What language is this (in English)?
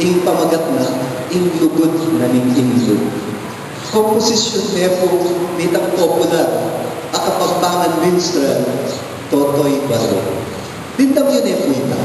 Pampanga